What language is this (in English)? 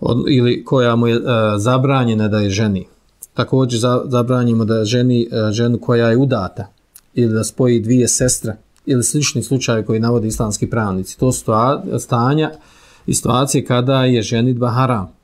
Bosnian